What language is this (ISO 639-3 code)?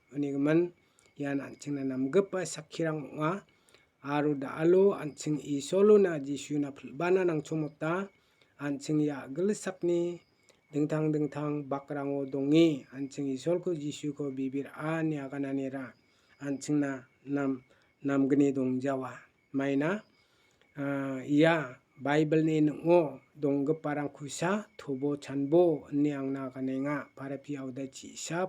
grt